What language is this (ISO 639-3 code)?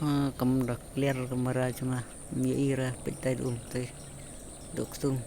kha